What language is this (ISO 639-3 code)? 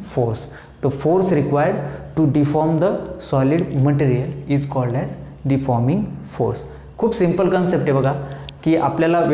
mar